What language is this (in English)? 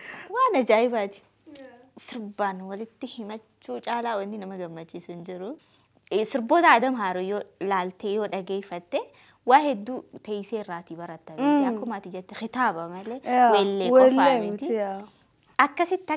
Oromo